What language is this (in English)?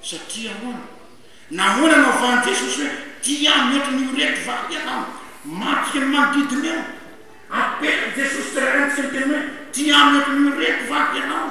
Malagasy